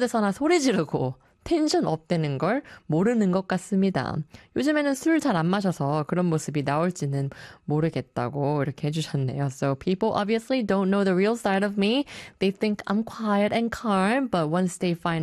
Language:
Korean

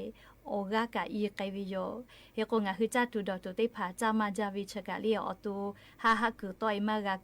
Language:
Lahu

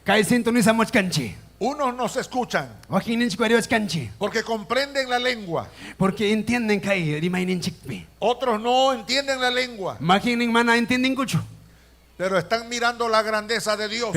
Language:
Ayacucho Quechua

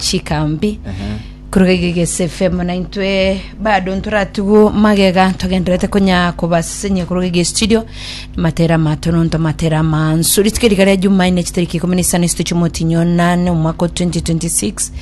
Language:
Gusii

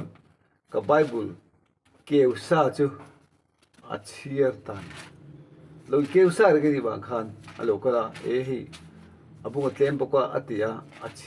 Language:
Mizo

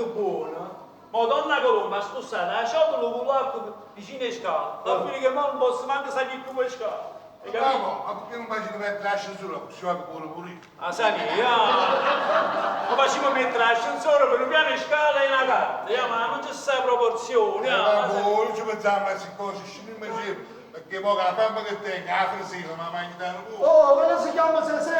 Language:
Neapolitan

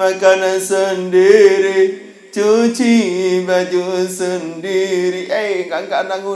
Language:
Sasak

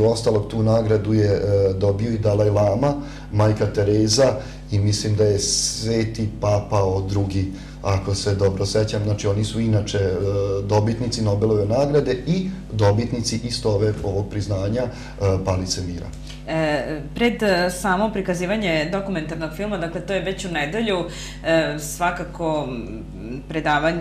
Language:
Serbian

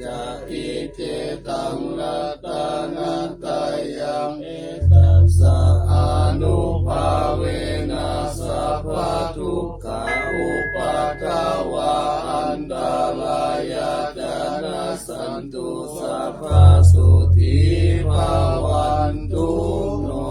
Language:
Pali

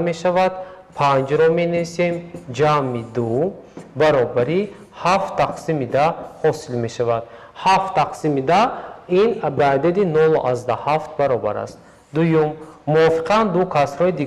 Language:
Tajik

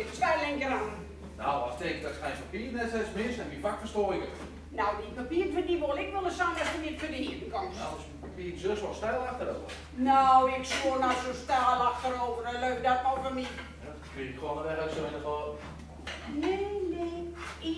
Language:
Gronings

